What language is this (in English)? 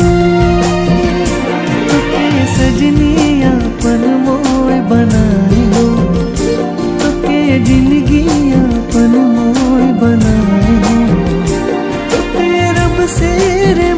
Sadri